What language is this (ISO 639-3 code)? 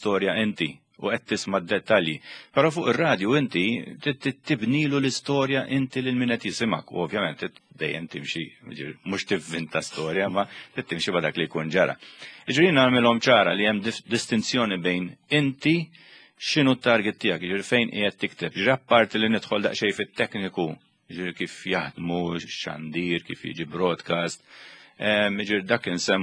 mlt